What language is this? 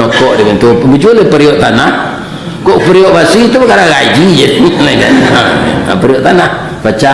Minangkabau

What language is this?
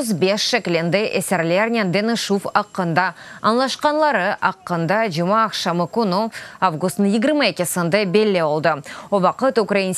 Crimean Tatar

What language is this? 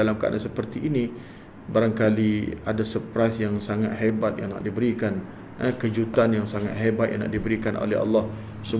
Malay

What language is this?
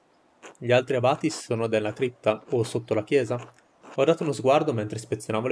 Italian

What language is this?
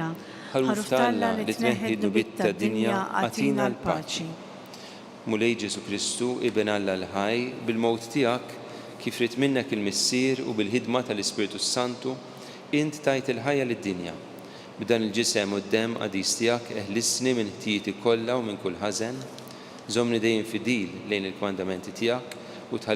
Maltese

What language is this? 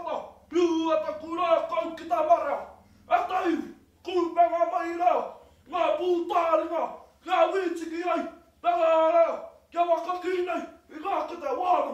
Māori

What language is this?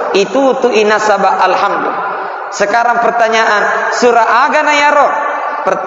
Buginese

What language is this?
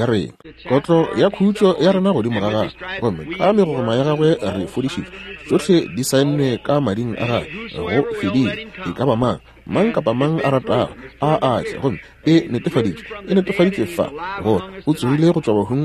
Northern Sotho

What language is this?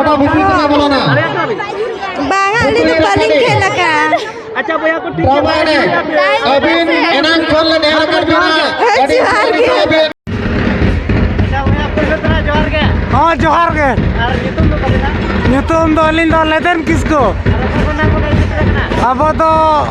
Santali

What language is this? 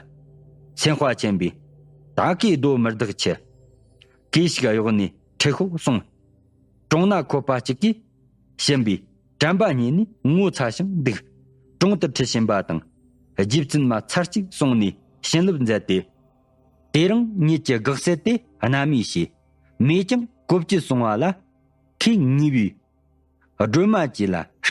Tibetan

